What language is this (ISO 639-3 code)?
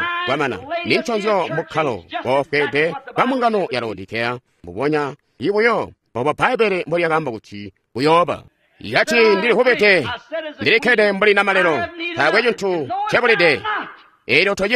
toi